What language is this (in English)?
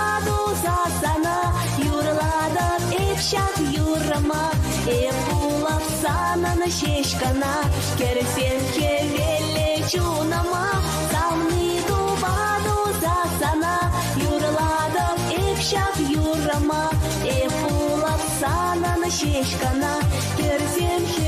Chuvash